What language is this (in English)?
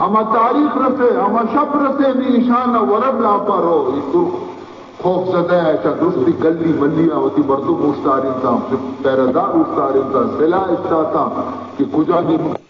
Baluchi